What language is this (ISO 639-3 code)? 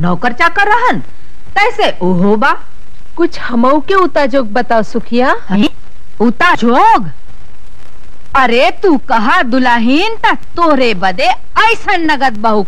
bho